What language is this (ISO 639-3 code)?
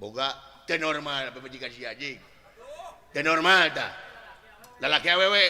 sun